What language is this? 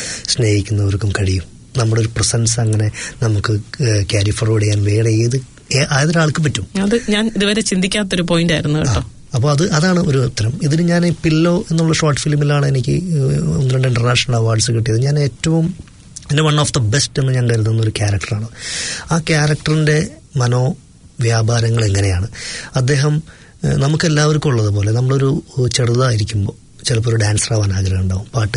Malayalam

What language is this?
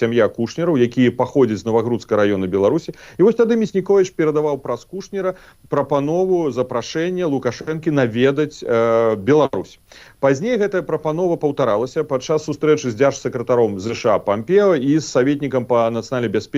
Belarusian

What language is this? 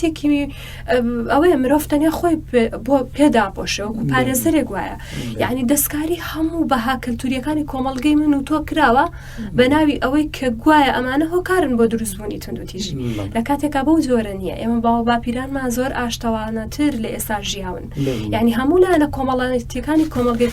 Central Kurdish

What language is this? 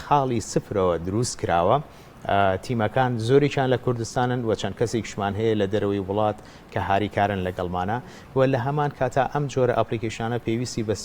Central Kurdish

